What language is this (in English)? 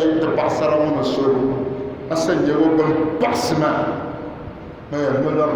Dagbani